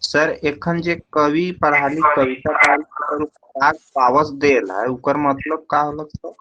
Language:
Sadri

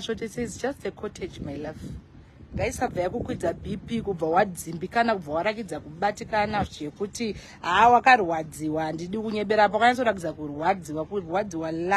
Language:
Shona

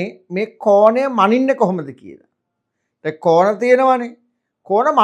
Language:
Sinhala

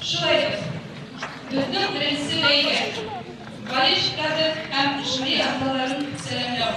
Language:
Bashkir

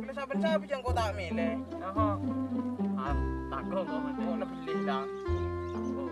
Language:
Madurese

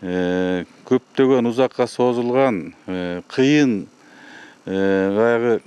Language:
Kyrgyz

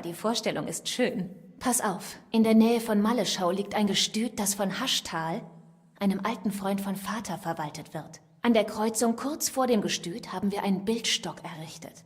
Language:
Bavarian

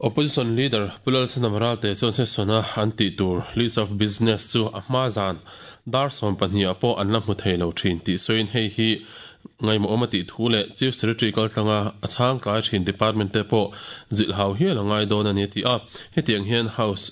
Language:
Mizo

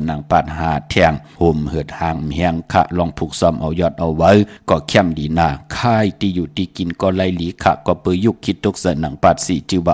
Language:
Shan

